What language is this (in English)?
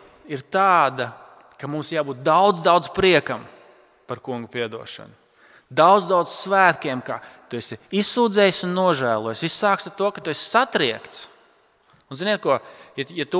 Latvian